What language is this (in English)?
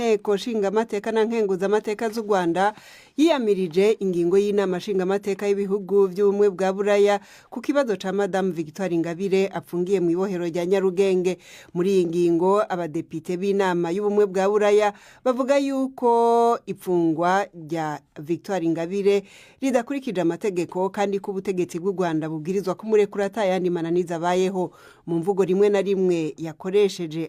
Rundi